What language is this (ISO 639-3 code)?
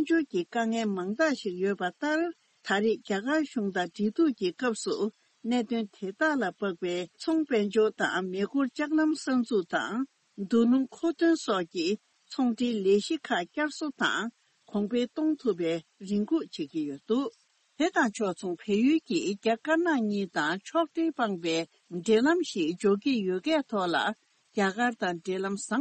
bod